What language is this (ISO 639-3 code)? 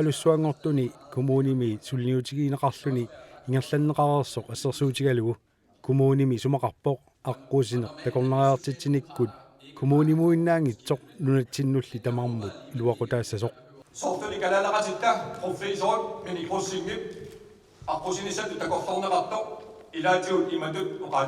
kal